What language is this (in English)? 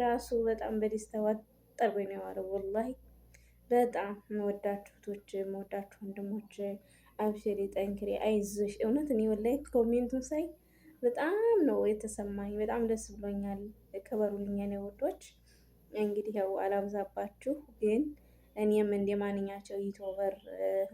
Amharic